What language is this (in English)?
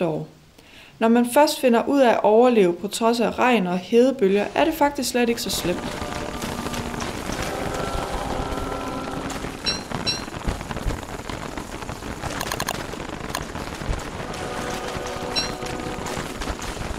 Danish